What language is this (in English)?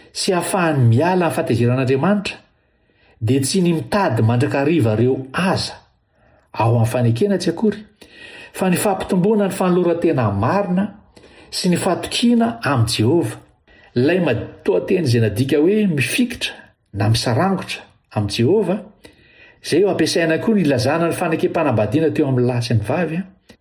Malagasy